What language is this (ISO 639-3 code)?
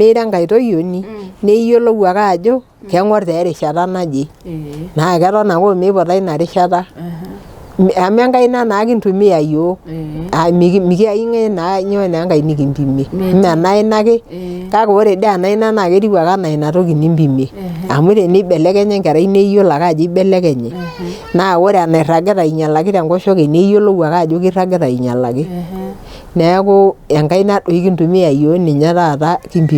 mas